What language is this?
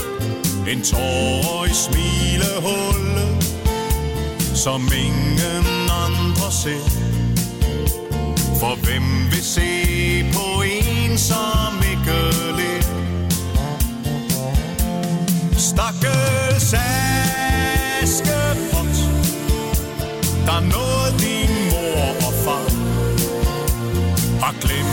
Danish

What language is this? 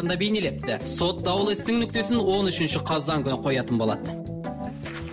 Kazakh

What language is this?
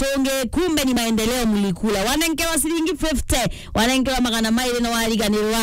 Meru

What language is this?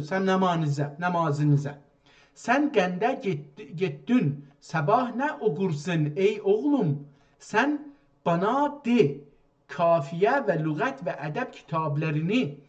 South Azerbaijani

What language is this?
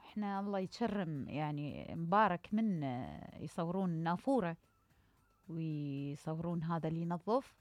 Mesopotamian Arabic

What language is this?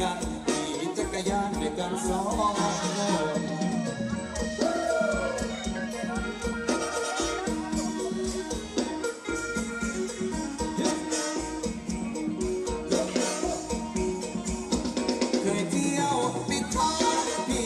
Thai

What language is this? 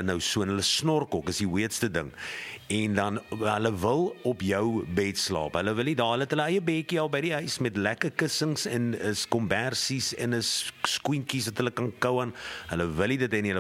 Afrikaans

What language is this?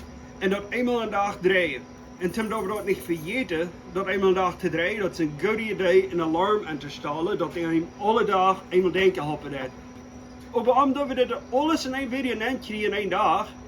Plautdietsch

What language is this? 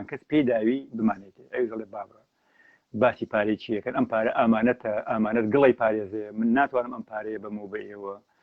Central Kurdish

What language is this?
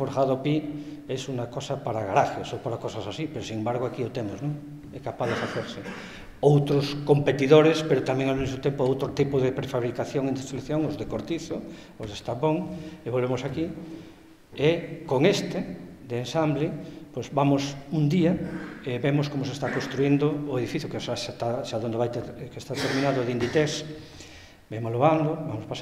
Galician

